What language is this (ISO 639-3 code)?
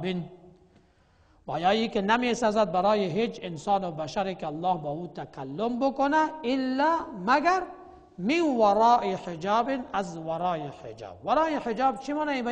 fas